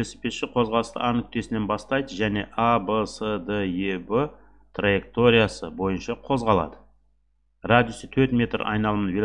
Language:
Kazakh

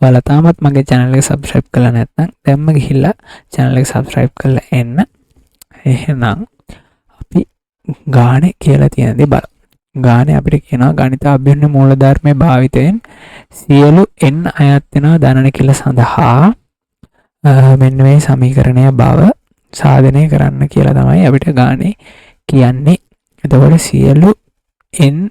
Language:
Sinhala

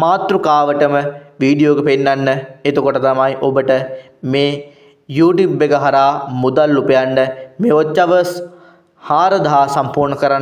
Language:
Sinhala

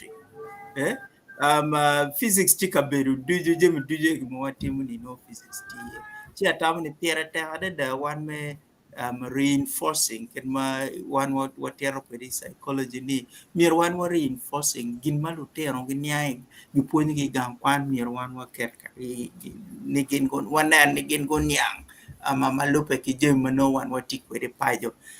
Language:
Acoli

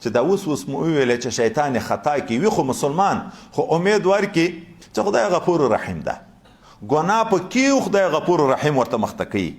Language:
Pashto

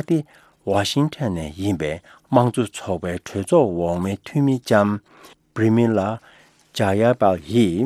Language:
Tibetan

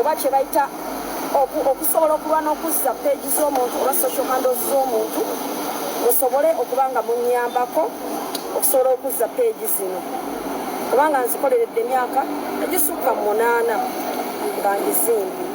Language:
Ganda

